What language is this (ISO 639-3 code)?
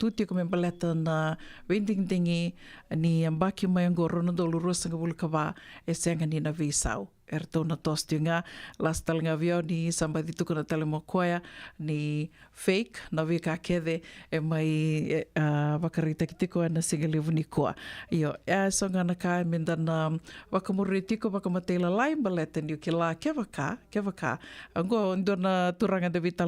fij